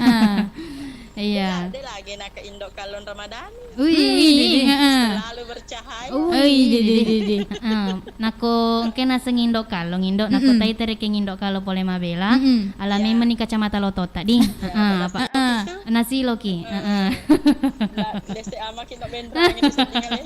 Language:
Buginese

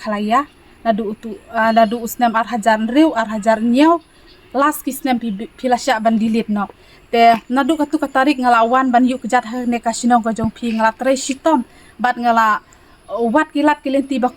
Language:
Khasi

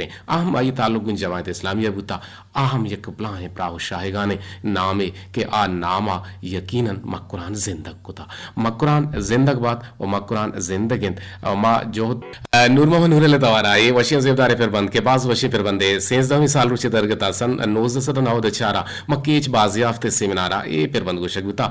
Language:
Eastern Balochi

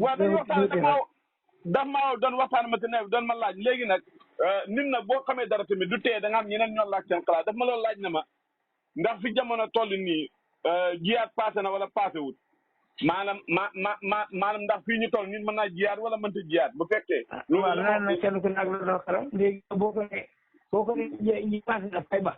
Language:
Wolof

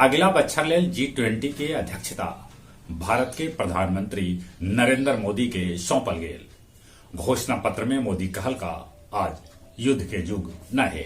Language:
Magahi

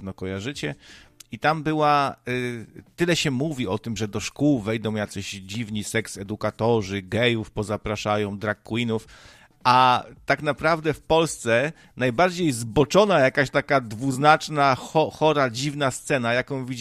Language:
Polish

